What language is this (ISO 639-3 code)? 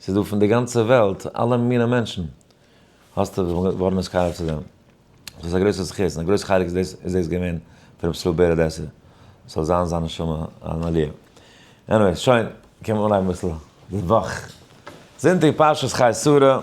yid